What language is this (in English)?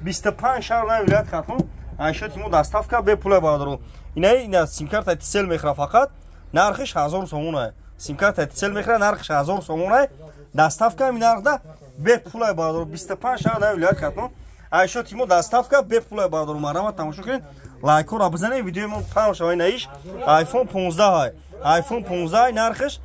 Tajik